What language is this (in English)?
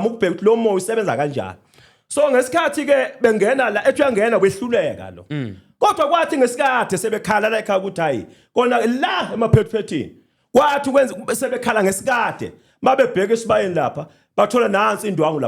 Zulu